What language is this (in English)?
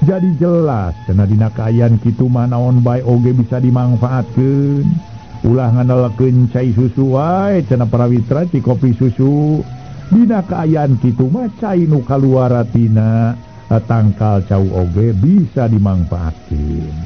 Sundanese